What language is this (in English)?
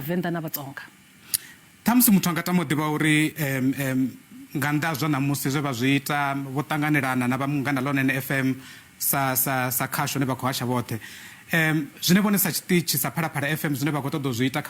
Venda